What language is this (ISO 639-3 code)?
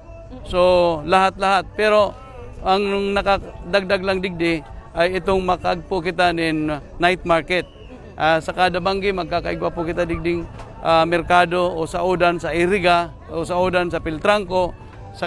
bik